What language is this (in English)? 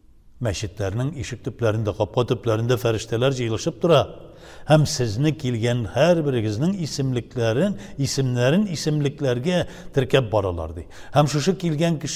Tatar